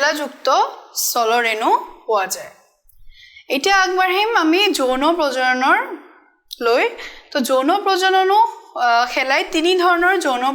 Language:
Assamese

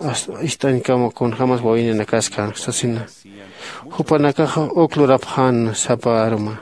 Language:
Aymara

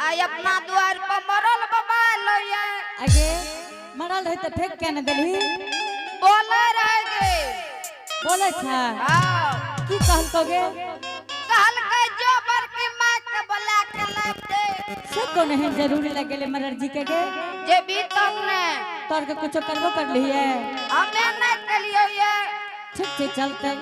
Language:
Angika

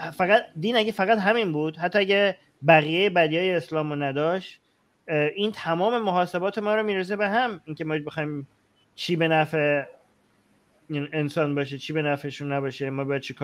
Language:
Persian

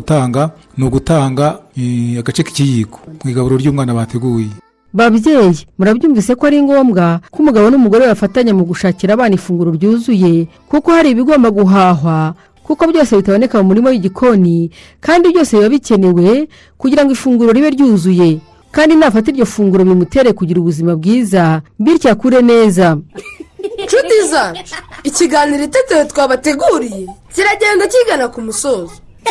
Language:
Kinyarwanda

